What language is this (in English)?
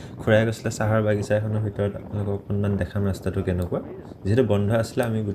Assamese